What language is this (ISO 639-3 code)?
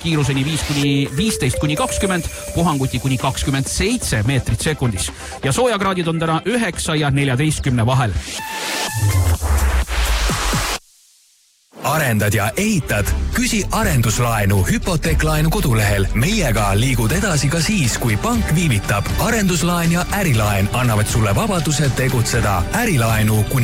est